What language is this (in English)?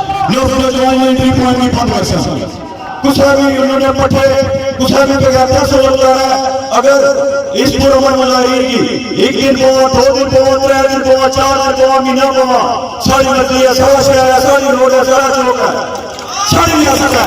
Pahari-Potwari